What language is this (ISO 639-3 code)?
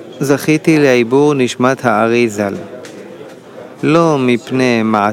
heb